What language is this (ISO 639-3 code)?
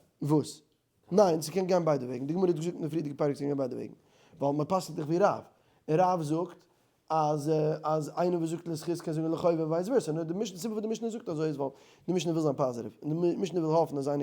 yid